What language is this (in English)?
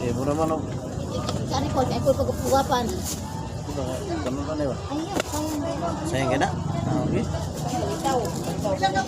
Cebuano